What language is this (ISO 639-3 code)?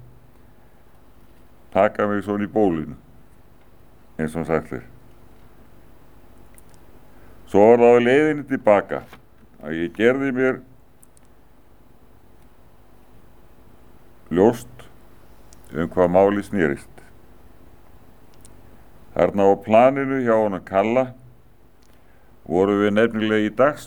isl